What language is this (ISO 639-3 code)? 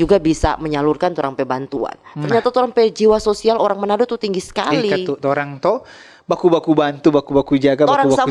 xmm